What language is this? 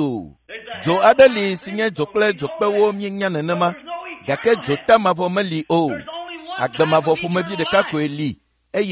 Ewe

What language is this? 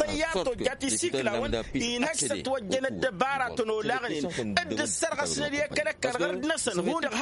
Tamasheq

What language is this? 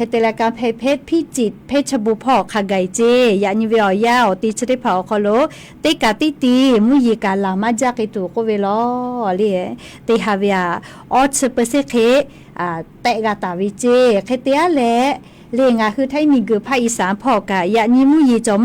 Lahu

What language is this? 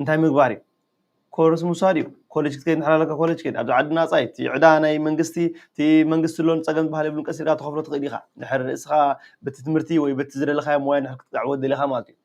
Tigrinya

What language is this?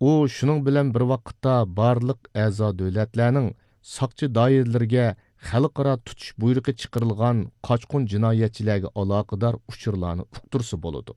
Uyghur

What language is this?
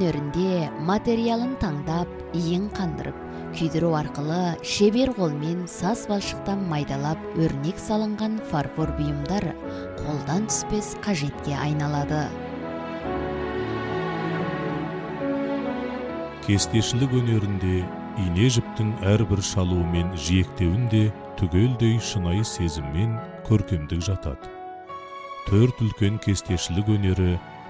Kazakh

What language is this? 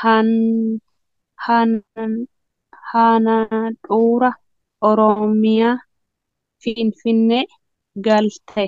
Oromo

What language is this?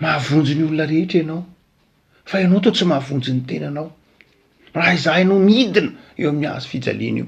Malagasy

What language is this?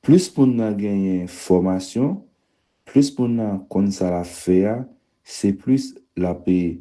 Haitian Creole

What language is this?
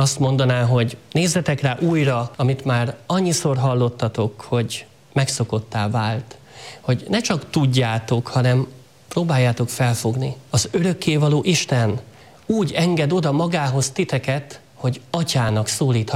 Hungarian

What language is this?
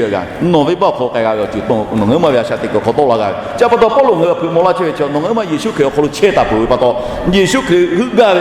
Lahu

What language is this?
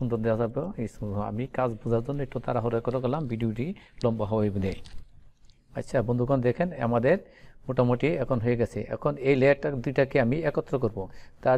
Bangla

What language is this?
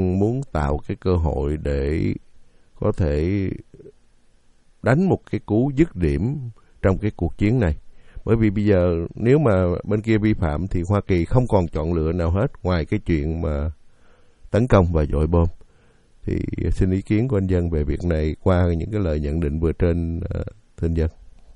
Vietnamese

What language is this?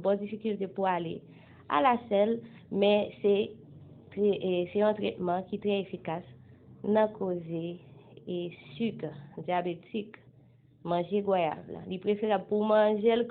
Haitian Creole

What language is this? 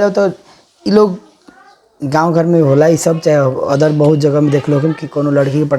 Bhojpuri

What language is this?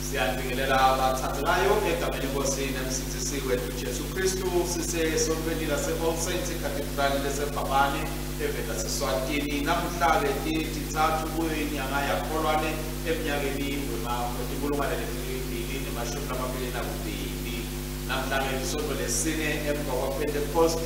Swati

